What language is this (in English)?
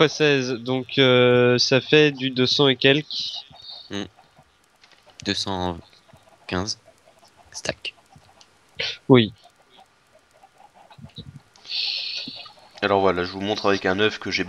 French